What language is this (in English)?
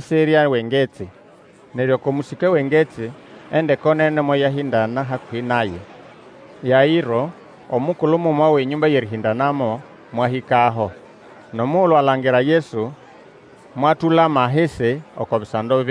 Nande